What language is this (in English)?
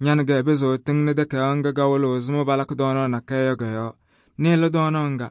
Kabiyè